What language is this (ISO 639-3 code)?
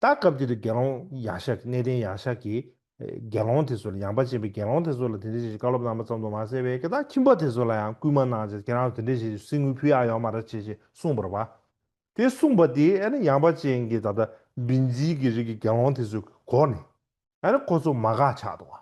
bod